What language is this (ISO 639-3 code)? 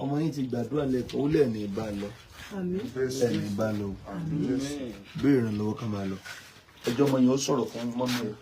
yor